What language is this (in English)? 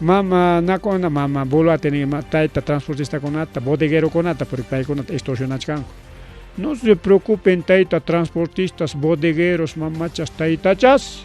Ayacucho Quechua